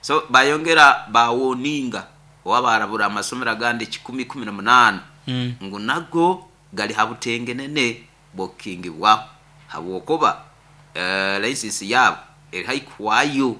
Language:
Nyankole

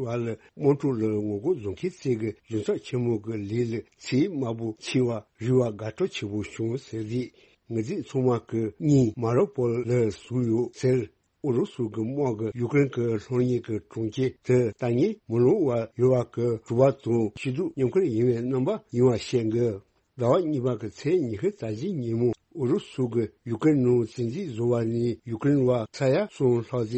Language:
Tibetan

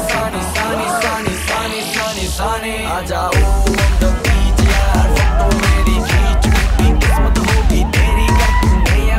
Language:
Marathi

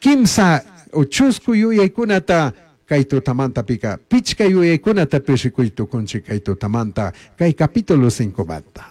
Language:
Chimborazo Highland Quichua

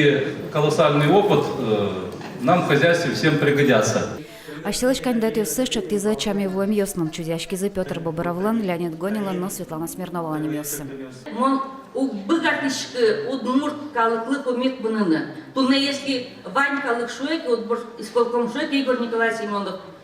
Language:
Udmurt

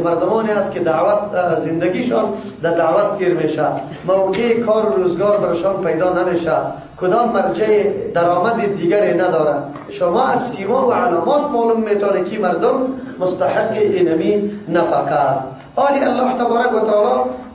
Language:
Persian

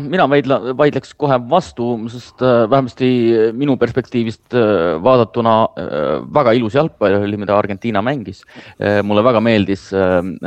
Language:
Estonian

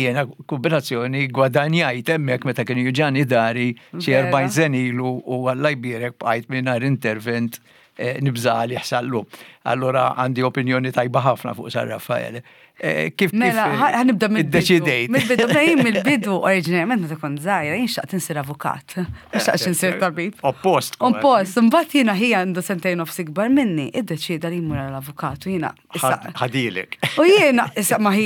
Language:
Maltese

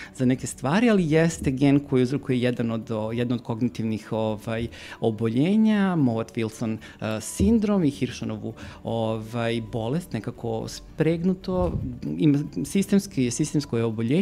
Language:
Serbian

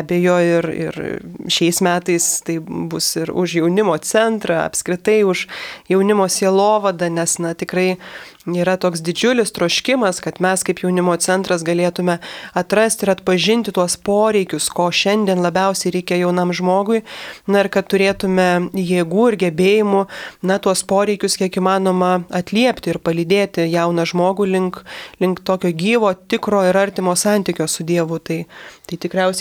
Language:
Lithuanian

